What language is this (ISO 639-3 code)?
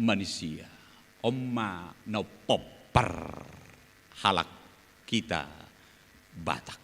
bbc